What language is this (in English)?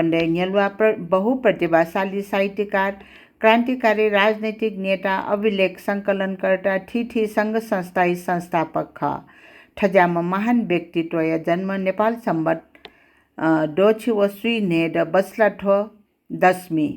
Newari